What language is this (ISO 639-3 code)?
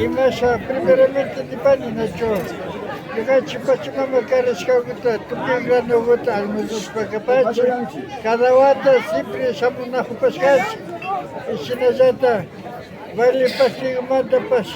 qvi